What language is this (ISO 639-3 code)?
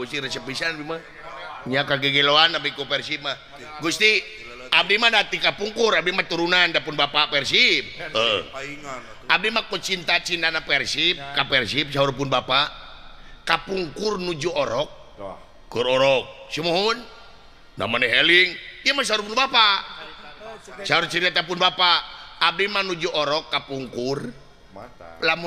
sun